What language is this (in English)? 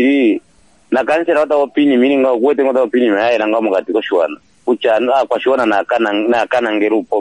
Kuanyama